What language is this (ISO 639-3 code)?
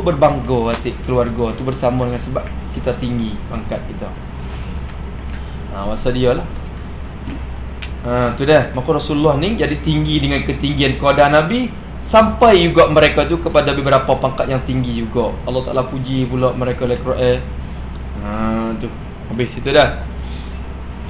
msa